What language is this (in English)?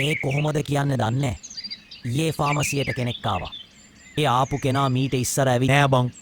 Sinhala